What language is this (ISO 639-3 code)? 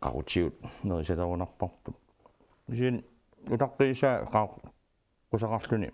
kal